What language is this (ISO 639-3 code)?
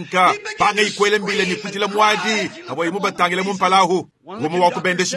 lua